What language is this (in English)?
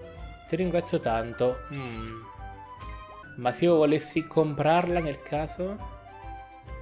Italian